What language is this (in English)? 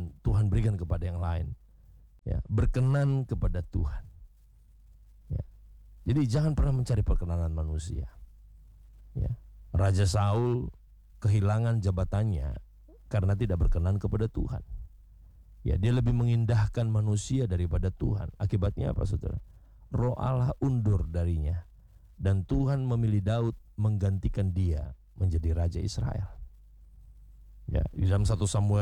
Indonesian